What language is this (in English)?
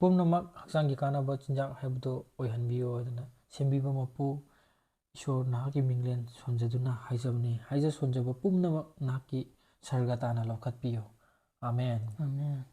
Manipuri